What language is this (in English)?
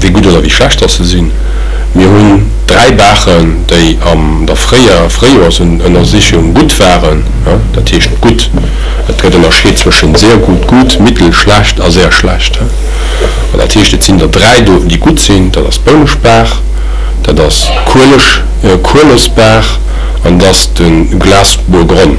Luxembourgish